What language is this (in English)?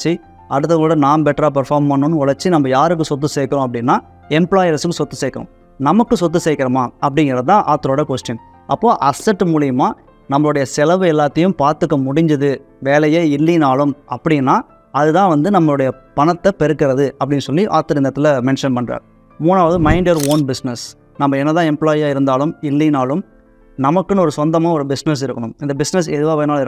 Tamil